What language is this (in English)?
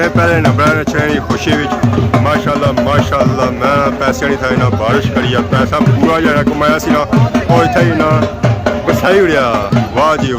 Pahari-Potwari